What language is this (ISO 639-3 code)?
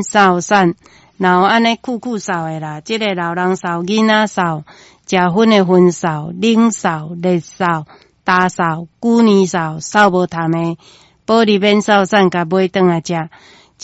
nan